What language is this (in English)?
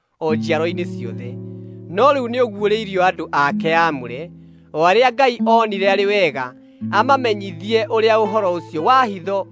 Kikuyu